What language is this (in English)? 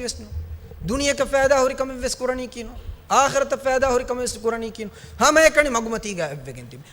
Divehi